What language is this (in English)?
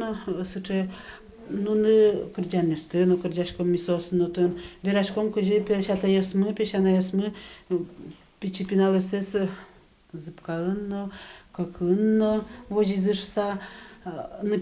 Udmurt